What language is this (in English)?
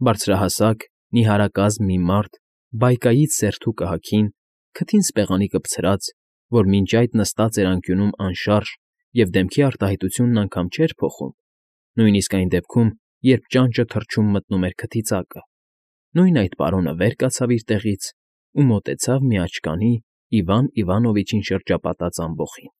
Armenian